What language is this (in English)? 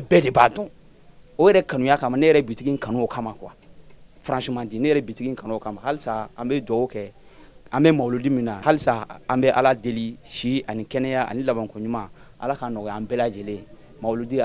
Bambara